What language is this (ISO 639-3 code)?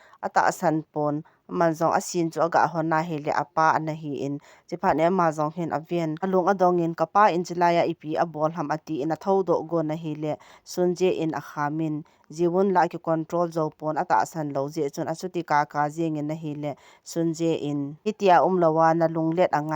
tcz